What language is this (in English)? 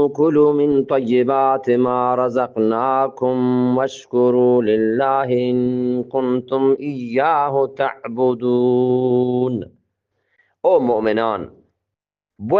Eastern Balochi